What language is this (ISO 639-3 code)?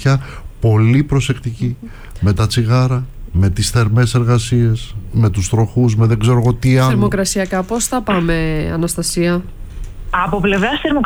ell